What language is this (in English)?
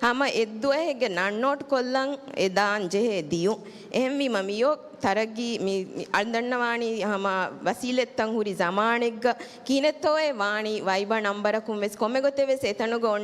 Divehi